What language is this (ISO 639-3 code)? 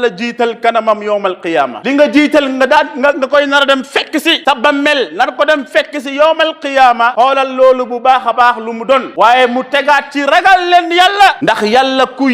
wol